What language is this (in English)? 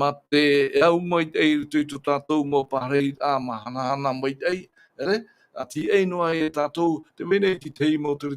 Tahitian